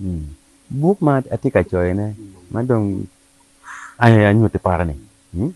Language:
Acoli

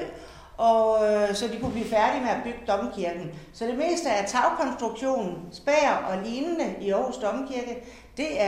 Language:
Danish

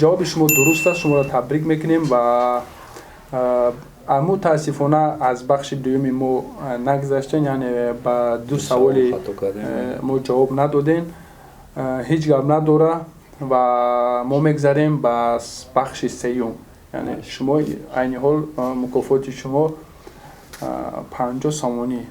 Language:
Tajik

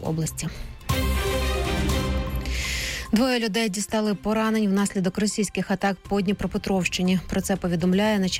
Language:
Ukrainian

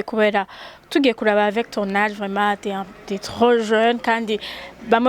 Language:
Rundi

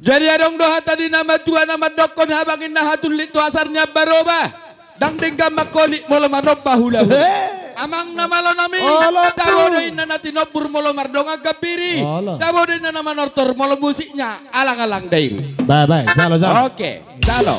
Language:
Batak Toba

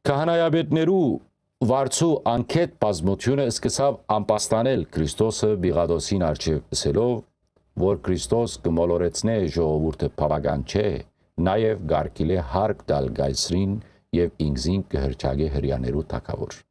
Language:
Western Armenian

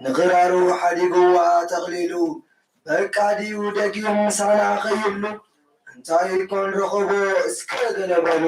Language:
Tigrinya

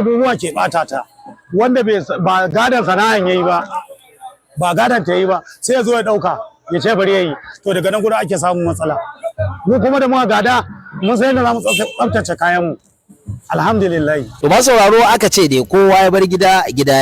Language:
Hausa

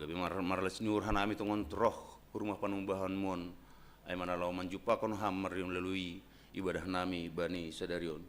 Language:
Batak Simalungun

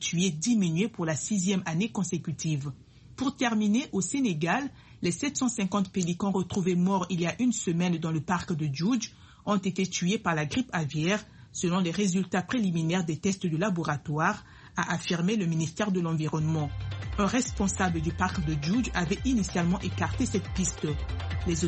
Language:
French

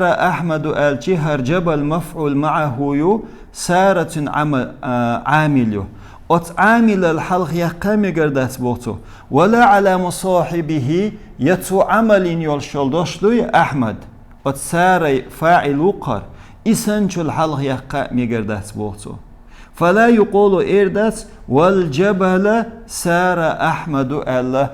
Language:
Chechen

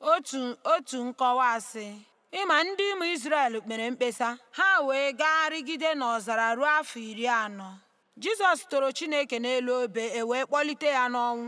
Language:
Igbo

